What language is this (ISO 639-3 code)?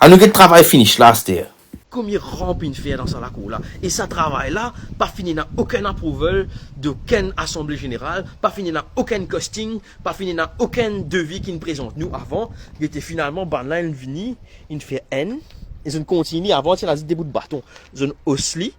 mfe